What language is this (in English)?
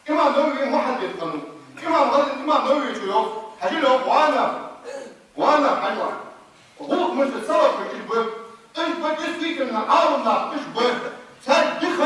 Ingush